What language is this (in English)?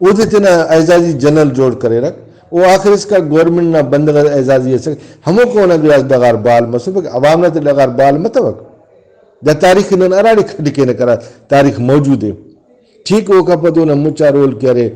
Brahui